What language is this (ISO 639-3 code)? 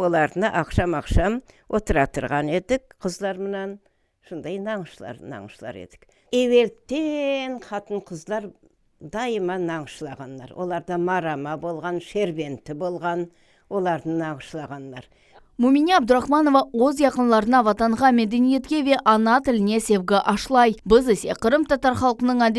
crh